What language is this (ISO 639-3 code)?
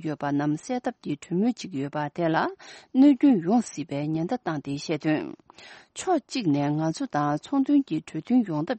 bod